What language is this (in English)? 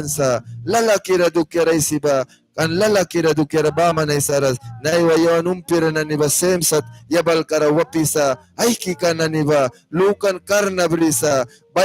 Mískito